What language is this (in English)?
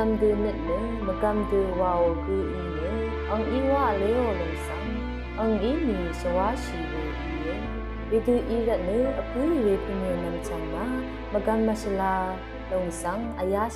Rawang